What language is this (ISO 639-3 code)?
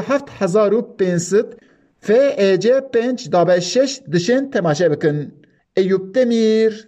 kur